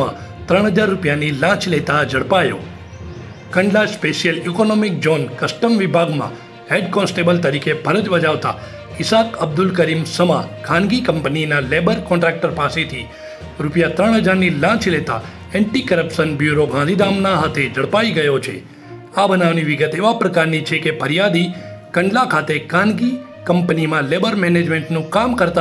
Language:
Gujarati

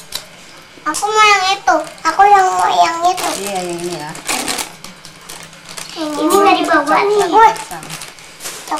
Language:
Indonesian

